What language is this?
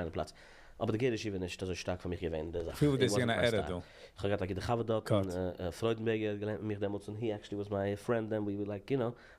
Yiddish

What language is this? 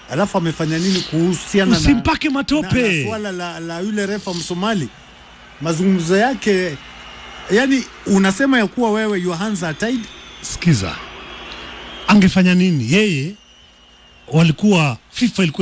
Swahili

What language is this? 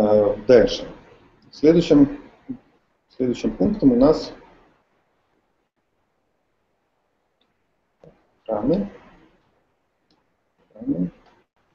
Russian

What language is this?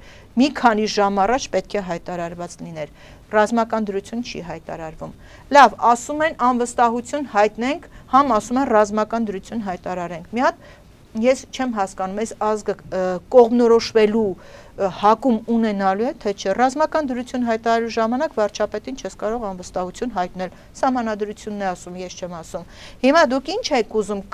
Armenian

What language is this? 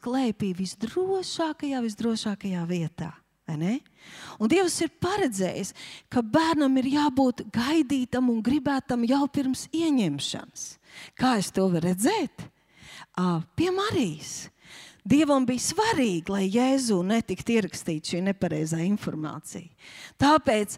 Latvian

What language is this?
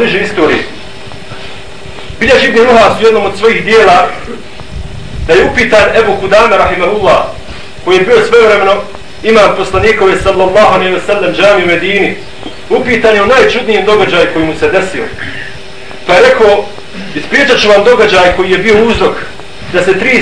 Bosnian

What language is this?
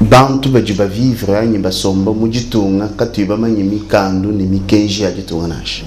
Luba-Lulua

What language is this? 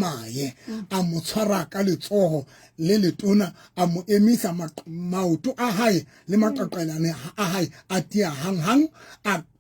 Southern Sotho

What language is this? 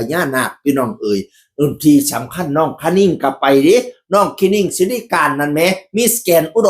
Northeastern Thai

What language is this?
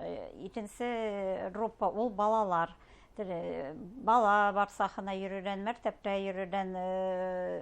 Bashkir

